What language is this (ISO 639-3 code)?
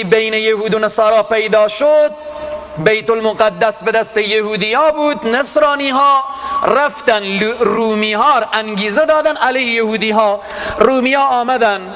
fas